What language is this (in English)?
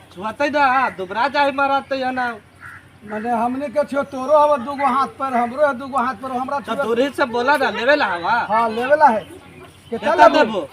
Magahi